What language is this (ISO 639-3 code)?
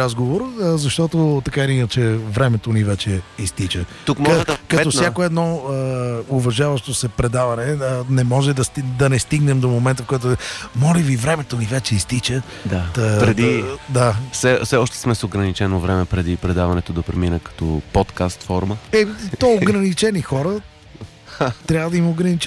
bul